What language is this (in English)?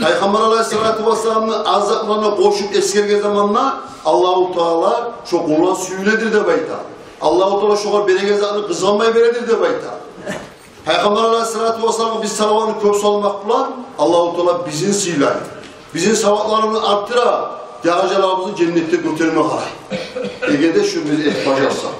Kumyk